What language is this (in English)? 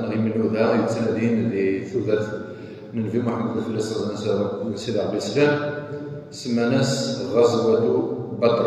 Kabyle